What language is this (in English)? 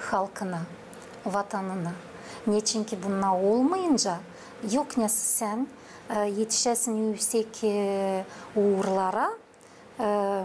Gagauz